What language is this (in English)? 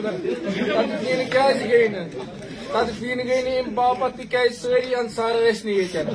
Kashmiri